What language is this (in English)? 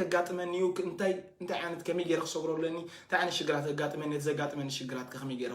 Tigrinya